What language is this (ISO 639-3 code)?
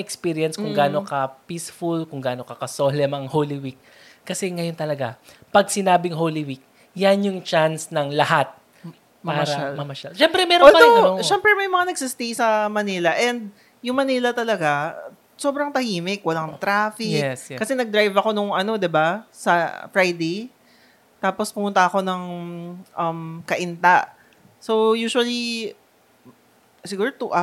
fil